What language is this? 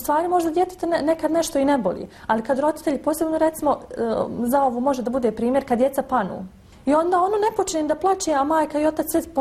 Bosnian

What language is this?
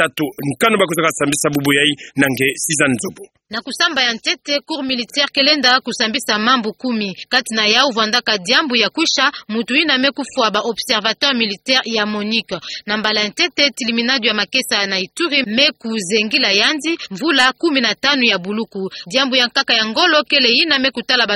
Kituba (Democratic Republic of Congo)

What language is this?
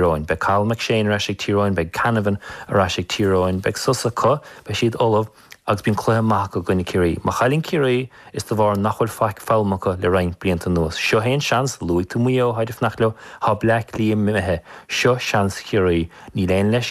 Irish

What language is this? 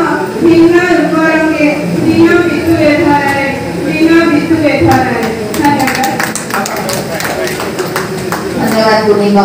Odia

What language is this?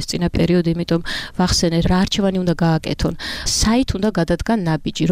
Georgian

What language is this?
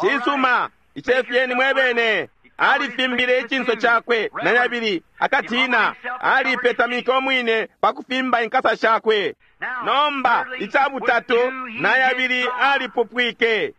Bemba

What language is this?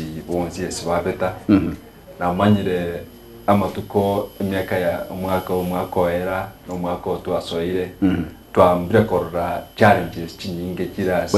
Gusii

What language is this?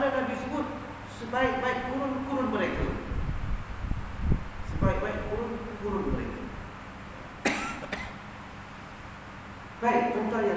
Malay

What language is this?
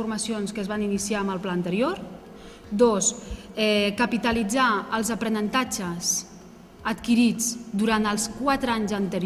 Catalan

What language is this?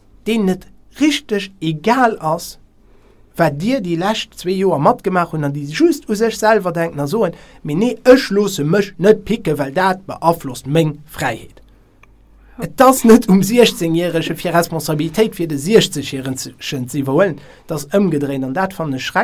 Luxembourgish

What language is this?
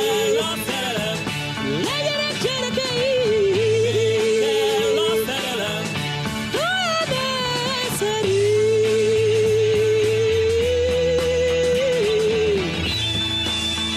Hungarian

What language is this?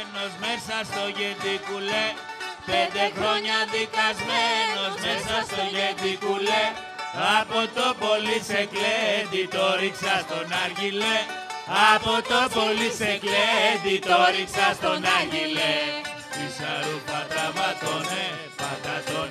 Greek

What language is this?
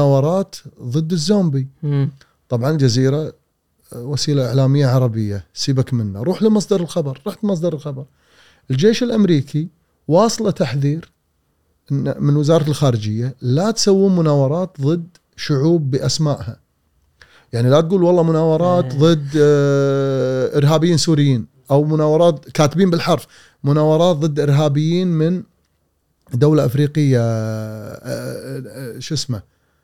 Gulf Arabic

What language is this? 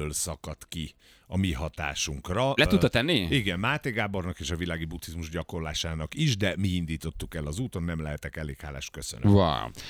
Hungarian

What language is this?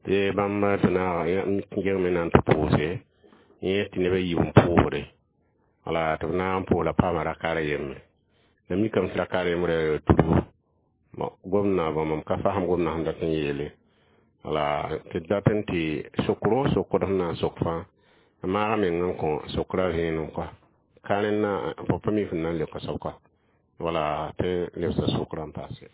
Mossi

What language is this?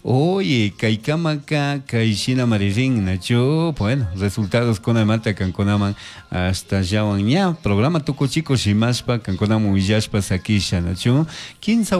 Chimborazo Highland Quichua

